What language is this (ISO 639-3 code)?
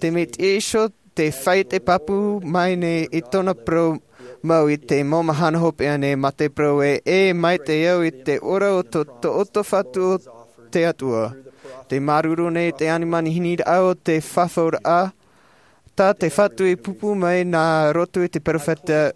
tah